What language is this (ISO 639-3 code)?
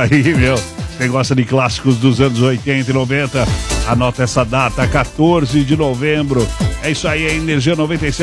por